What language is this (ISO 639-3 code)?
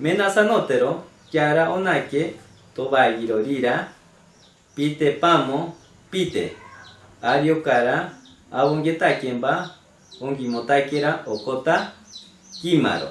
mcb